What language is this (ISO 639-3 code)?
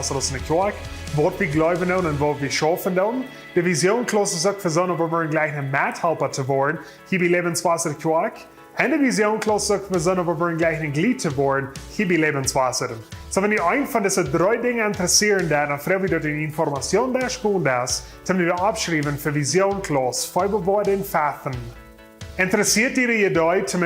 pdt